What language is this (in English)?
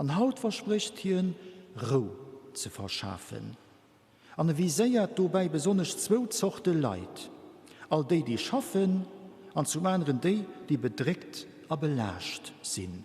Luxembourgish